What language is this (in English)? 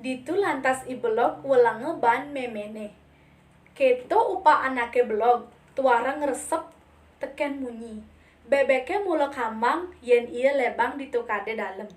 Balinese